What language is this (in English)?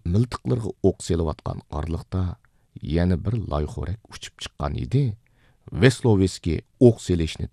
Uyghur